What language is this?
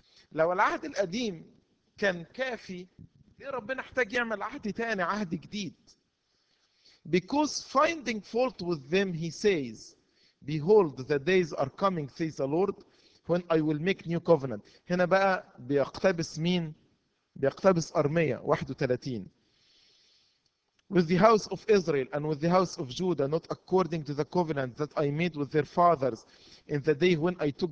Egyptian Arabic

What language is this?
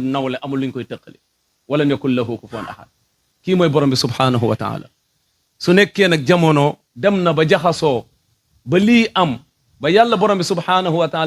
Wolof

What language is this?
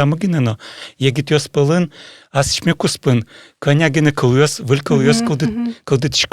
Udmurt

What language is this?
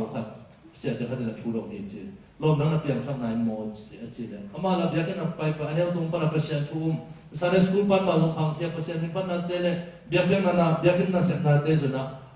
Tedim Chin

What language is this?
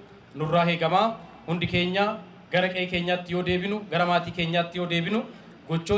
Oromo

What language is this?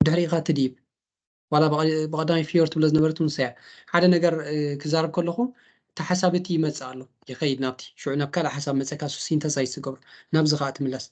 Tigrinya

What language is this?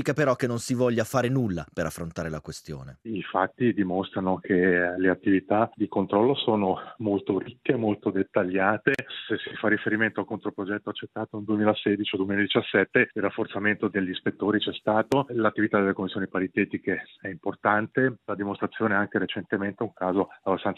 Italian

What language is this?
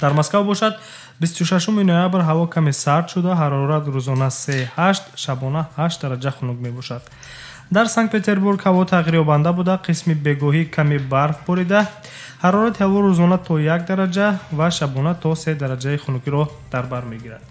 Tajik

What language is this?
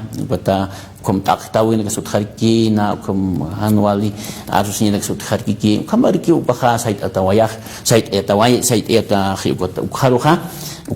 Aymara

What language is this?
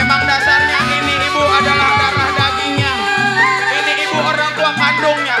Betawi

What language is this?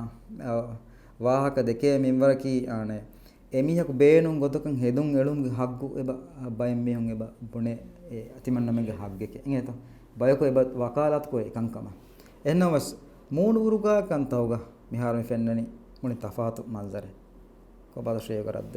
Divehi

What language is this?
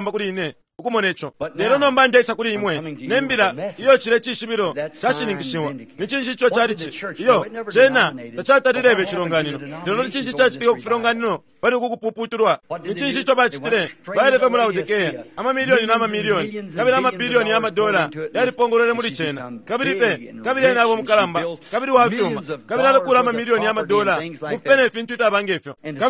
Bemba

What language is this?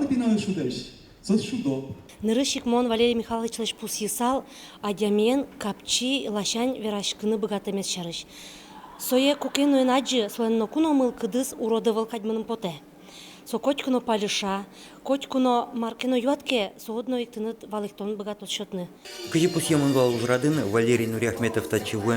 Udmurt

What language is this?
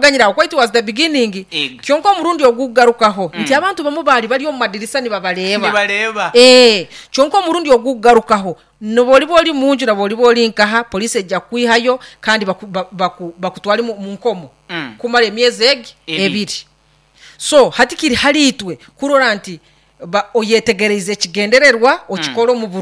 Nyoro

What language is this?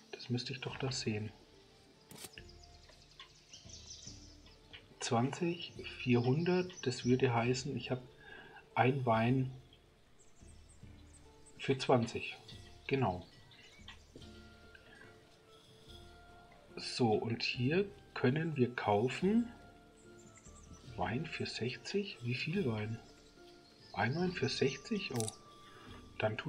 German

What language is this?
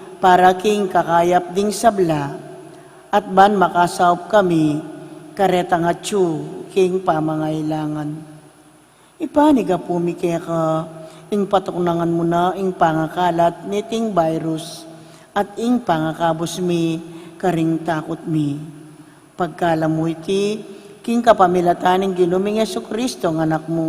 Pampanga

